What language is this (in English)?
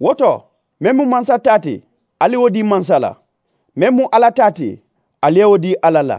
Mandingo